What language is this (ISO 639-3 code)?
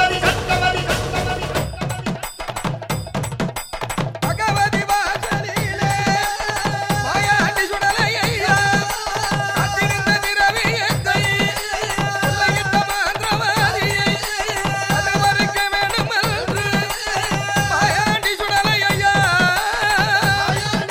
tam